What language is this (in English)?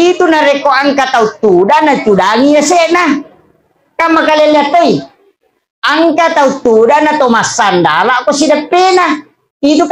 Buginese